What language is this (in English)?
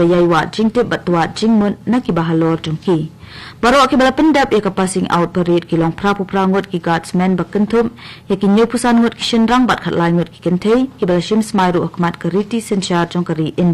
Khasi